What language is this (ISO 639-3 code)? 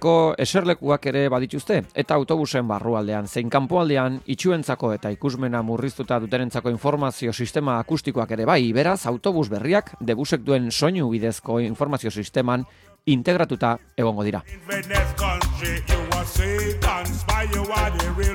eus